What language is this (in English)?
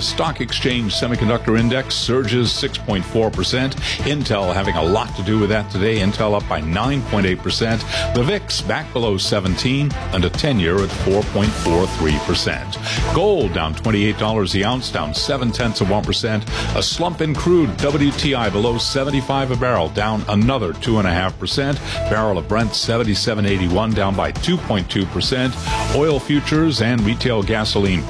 English